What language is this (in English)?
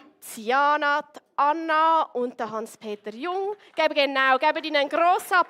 Swiss German